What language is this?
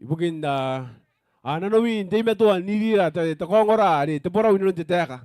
Gilbertese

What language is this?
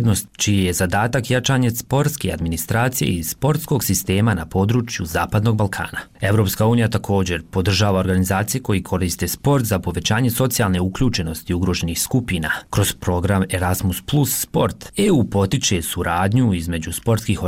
Bosnian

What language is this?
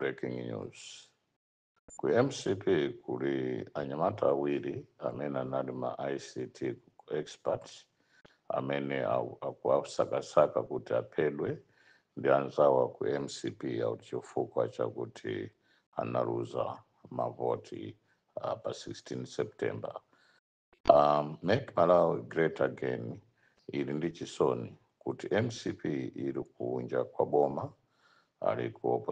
Nyanja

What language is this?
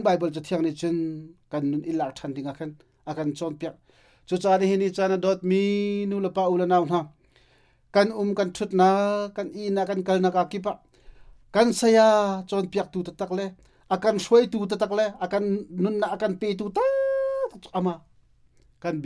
Hakha Chin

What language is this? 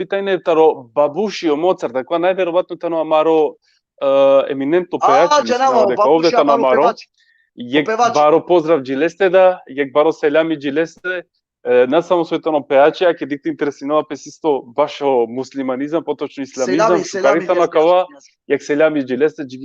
Balkan Romani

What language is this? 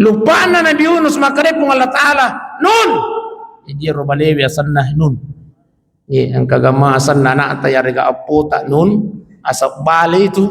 Buginese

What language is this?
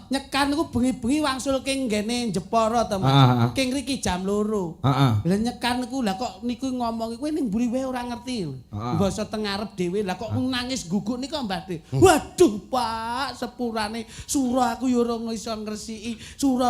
Javanese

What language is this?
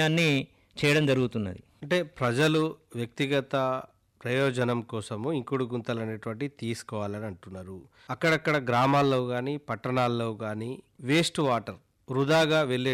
Telugu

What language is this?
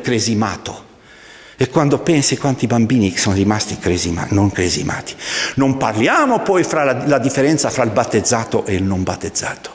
Italian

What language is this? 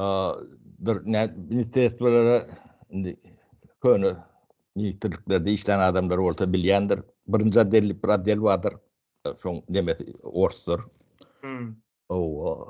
Turkmen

